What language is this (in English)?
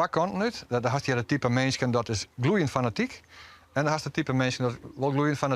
Western Frisian